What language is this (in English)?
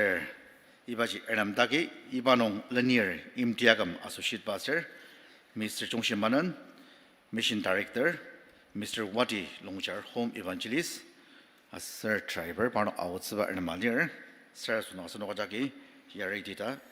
Ao Naga